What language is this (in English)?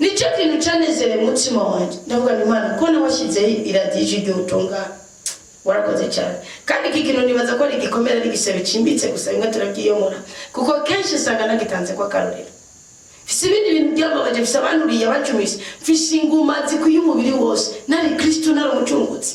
Rundi